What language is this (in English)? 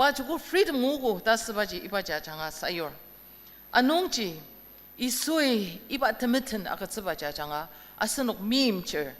Ao Naga